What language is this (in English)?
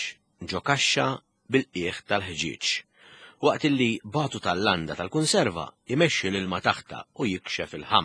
Maltese